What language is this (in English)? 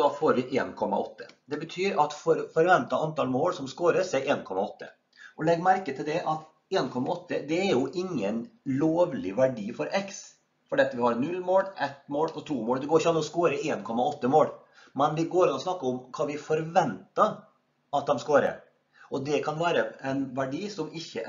Norwegian